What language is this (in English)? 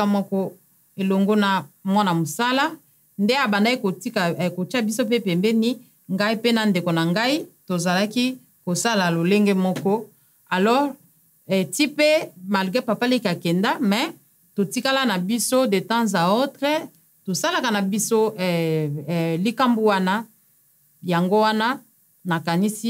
Lingala